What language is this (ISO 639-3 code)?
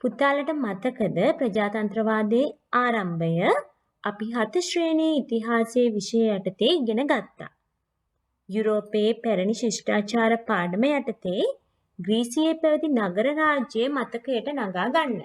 sin